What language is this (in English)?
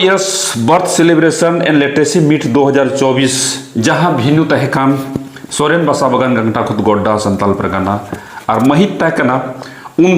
Santali